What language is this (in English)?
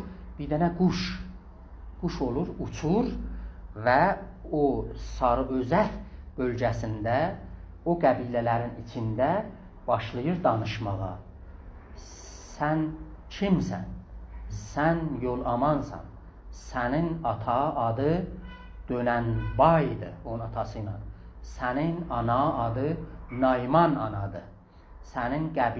South Azerbaijani